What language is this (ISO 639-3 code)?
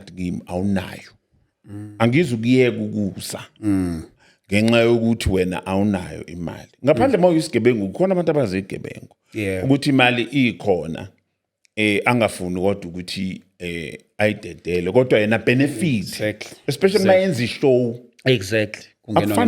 zul